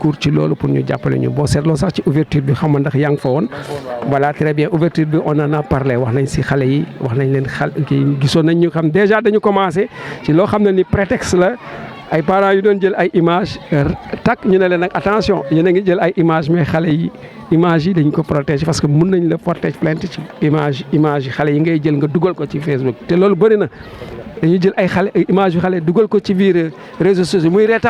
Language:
Wolof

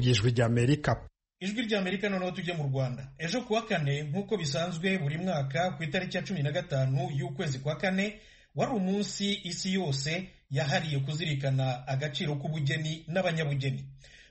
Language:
Kinyarwanda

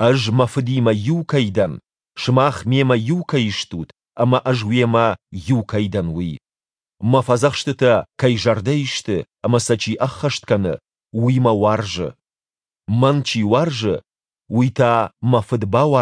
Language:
Ossetic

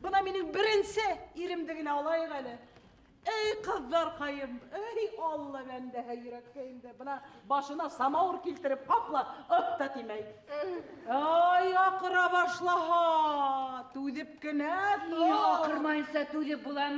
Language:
Bashkir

